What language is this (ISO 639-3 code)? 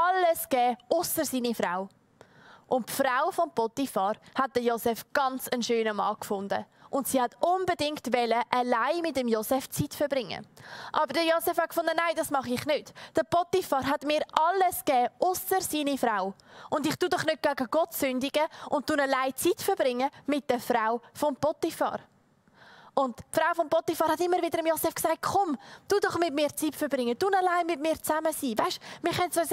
gsw